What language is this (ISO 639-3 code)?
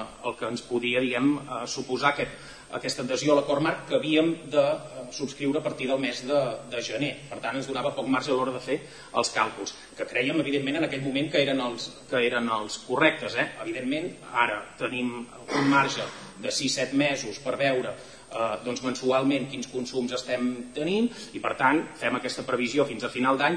cat